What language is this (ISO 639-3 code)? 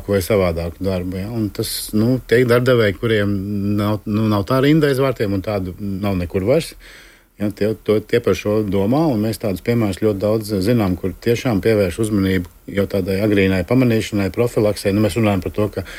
lav